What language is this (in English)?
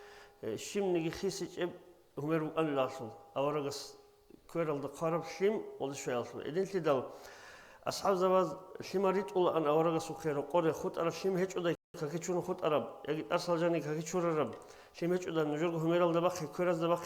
Avaric